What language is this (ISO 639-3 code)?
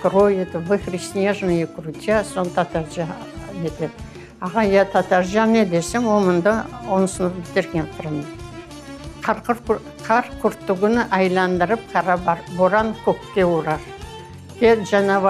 crh